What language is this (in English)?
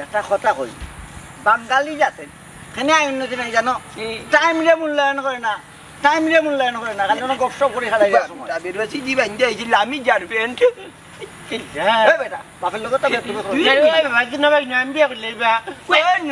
Sylheti